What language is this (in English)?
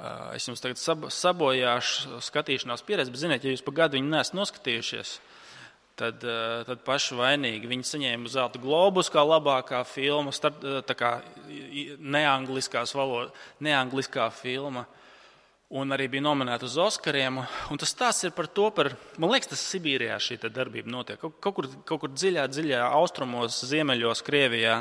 Latvian